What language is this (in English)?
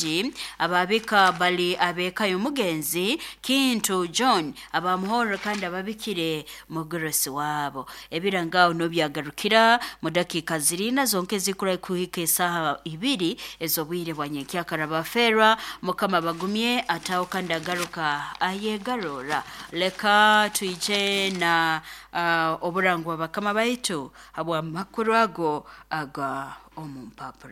Nyoro